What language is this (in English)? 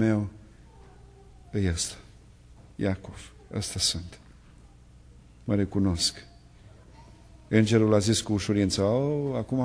Romanian